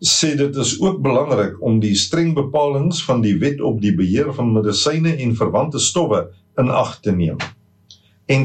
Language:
Afrikaans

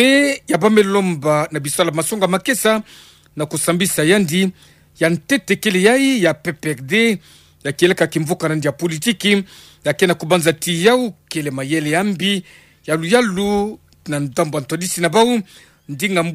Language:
Kituba (Democratic Republic of Congo)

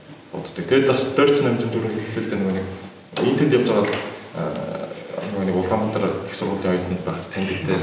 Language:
Mongolian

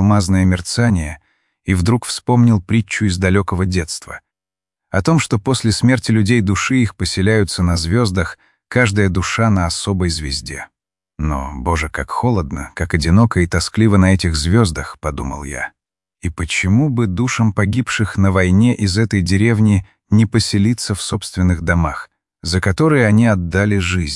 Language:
Russian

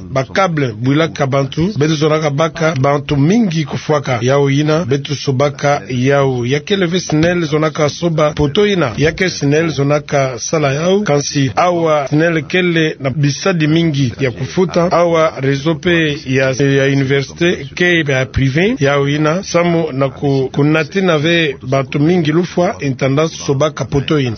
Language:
Kituba (Democratic Republic of Congo)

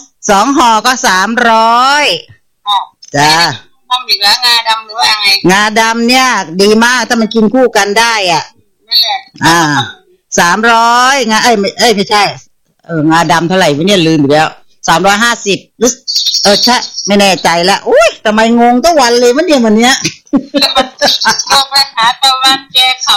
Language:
Thai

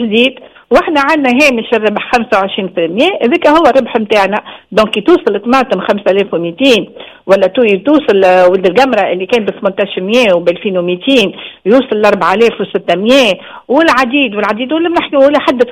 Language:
Tunisian Arabic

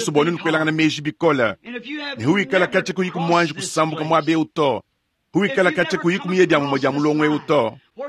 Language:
Luba-Lulua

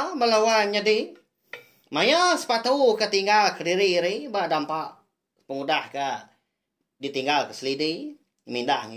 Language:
Iban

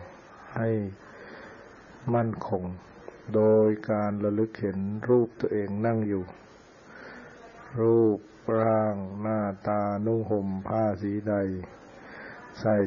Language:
Thai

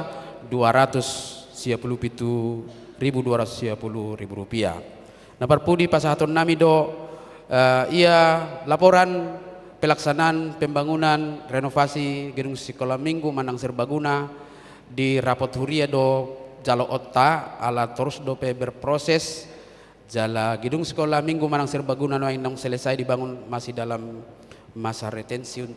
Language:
Batak Toba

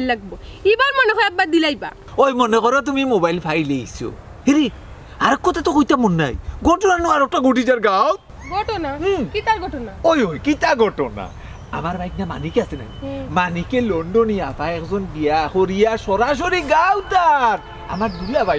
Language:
Sylheti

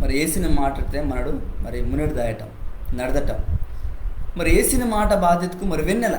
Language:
Koya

